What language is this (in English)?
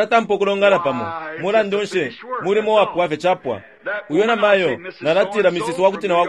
Bemba